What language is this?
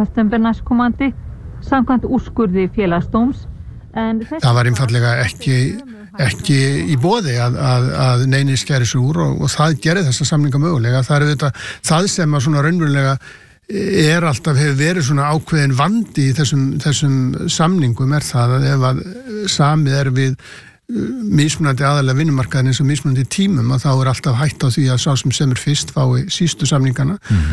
Icelandic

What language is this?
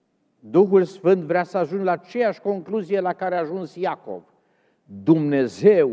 Romanian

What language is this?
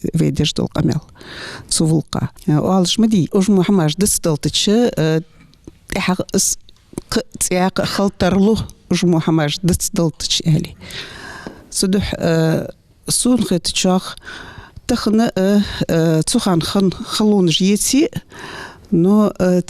Ingush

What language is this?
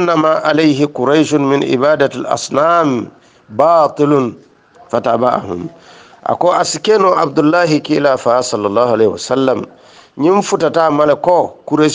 Hausa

